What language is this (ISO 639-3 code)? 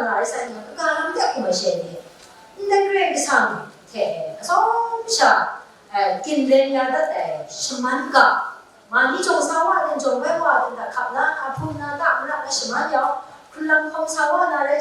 kac